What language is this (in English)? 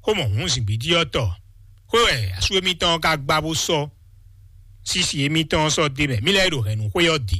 Fon